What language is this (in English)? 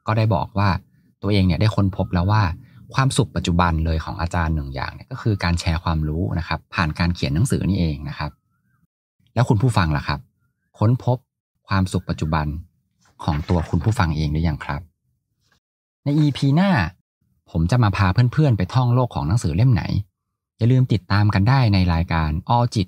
Thai